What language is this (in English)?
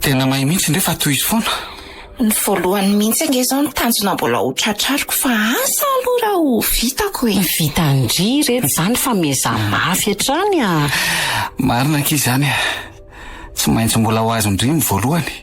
Malagasy